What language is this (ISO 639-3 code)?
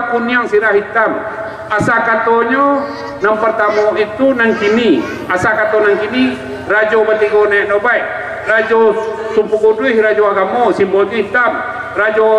min